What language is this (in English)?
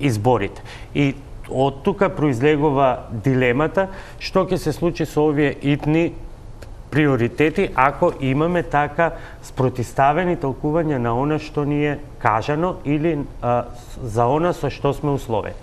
Macedonian